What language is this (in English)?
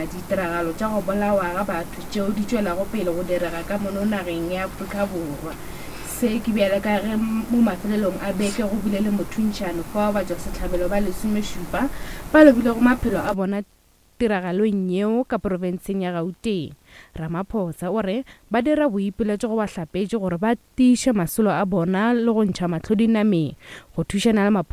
Northern Sotho